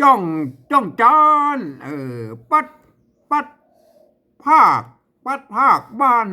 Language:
Northern Thai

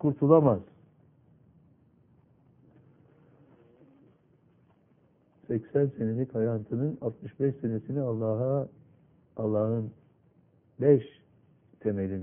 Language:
Turkish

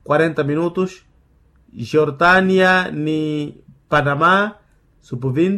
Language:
Makhuwa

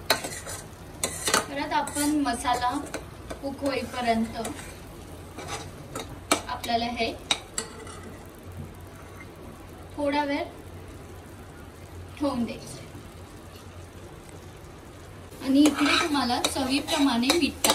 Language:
Marathi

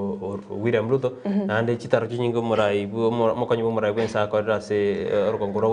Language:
Gusii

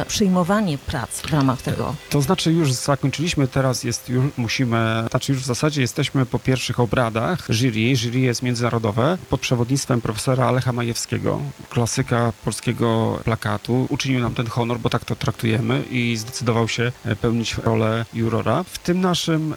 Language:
Polish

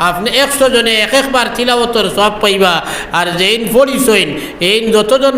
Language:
Sylheti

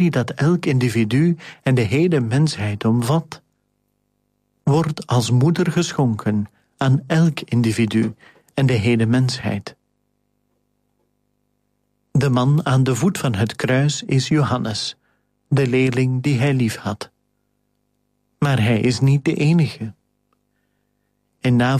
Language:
Dutch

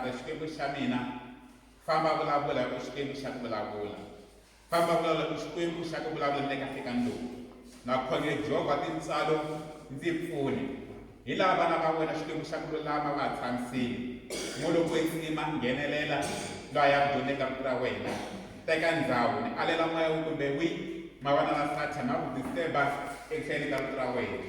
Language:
Tsonga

